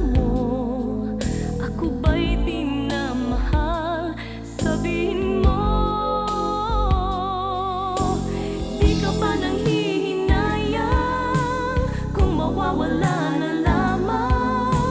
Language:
Filipino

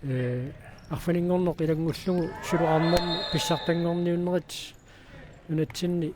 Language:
Kalaallisut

